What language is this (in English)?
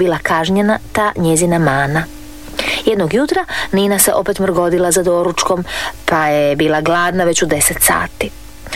Croatian